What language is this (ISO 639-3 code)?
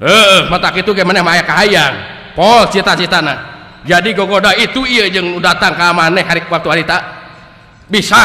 sun